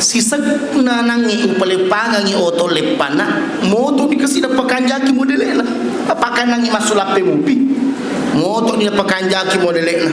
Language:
Buginese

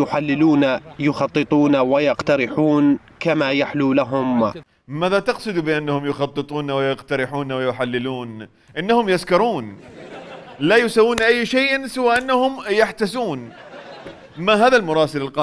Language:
Mesopotamian Arabic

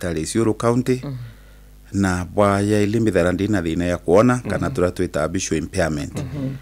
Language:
Meru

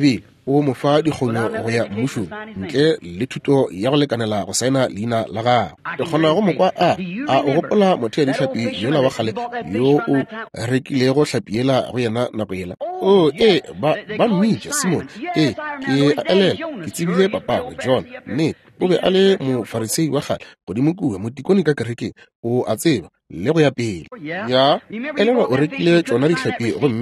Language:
Northern Sotho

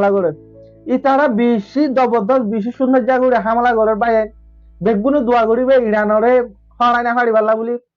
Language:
Rohingya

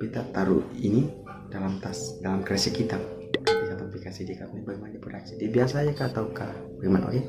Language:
Ambonese Malay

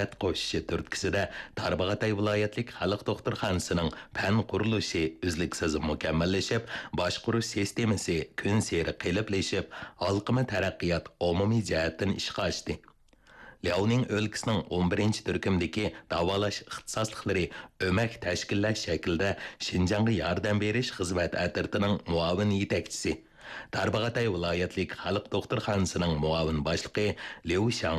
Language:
Uyghur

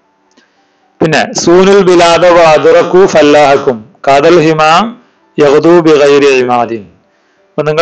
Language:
Malayalam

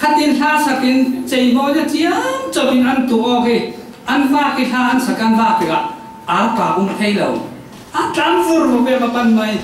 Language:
Falam Chin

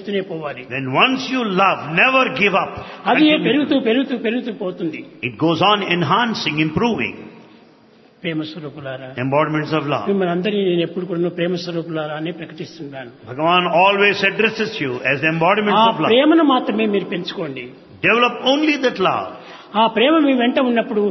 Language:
Telugu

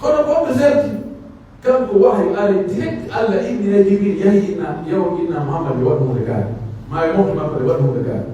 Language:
Pular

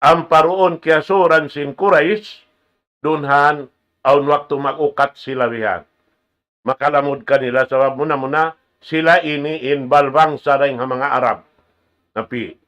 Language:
Tausug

